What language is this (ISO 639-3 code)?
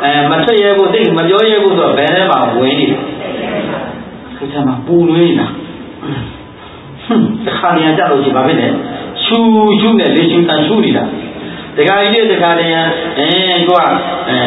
mya